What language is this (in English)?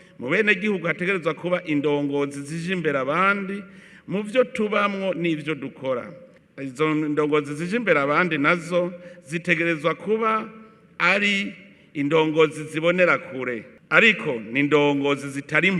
Rundi